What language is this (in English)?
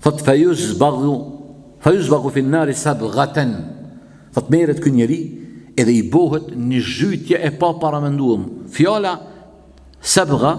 Albanian